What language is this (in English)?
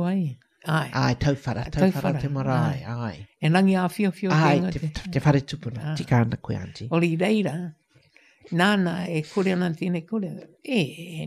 Māori